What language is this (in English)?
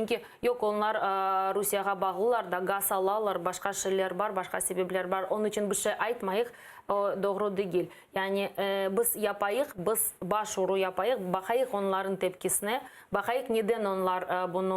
Crimean Tatar